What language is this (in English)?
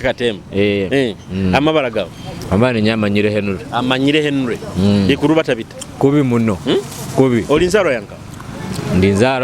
Nyoro